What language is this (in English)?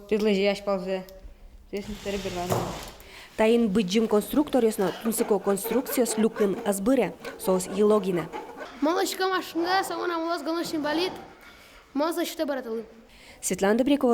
Udmurt